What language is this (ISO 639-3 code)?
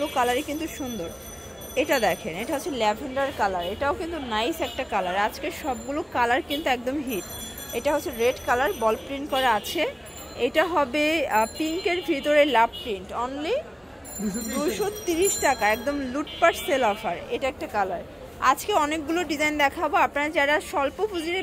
ben